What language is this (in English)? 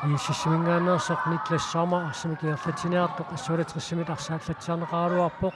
Kalaallisut